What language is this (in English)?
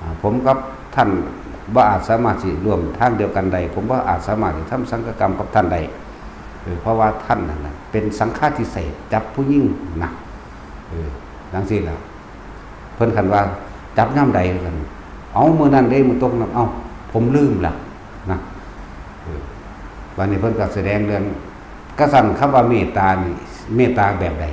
Northeastern Thai